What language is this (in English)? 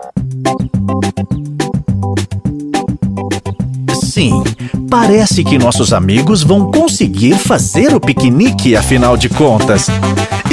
Portuguese